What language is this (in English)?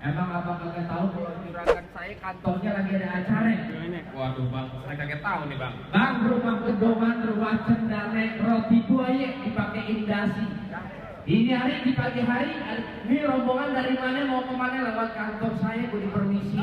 Betawi